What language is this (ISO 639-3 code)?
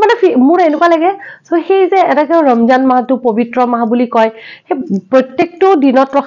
asm